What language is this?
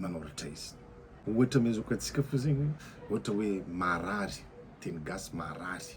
Malagasy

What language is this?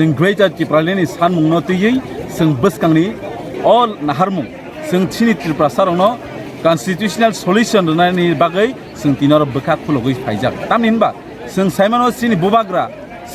Kok Borok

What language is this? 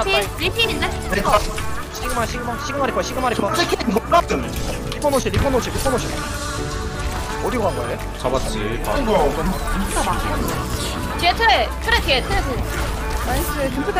Korean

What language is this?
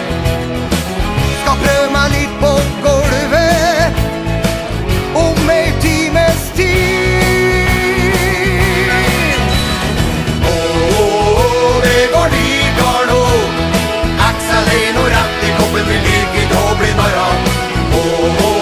Norwegian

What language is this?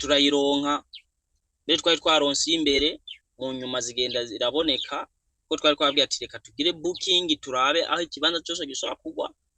Rundi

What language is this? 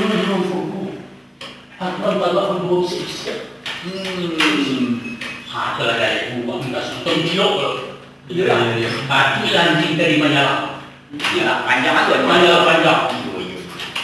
Minangkabau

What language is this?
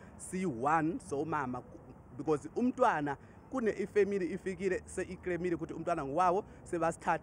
Zulu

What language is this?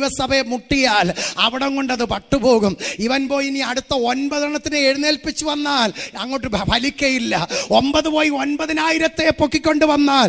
Malayalam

